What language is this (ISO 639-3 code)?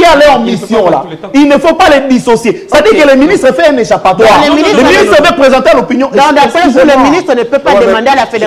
fra